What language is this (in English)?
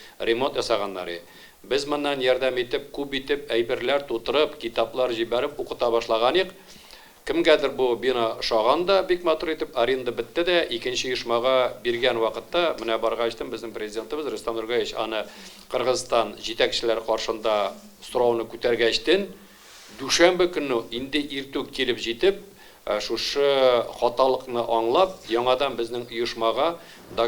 Tatar